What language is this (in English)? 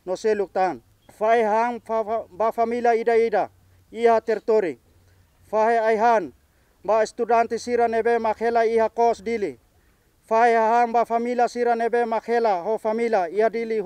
Tetum